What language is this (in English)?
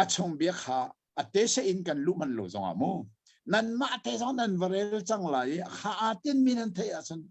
Hakha Chin